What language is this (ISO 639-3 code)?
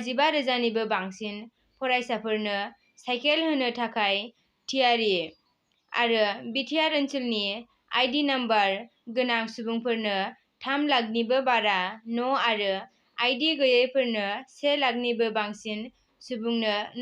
brx